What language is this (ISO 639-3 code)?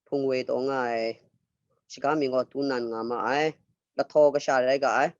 kac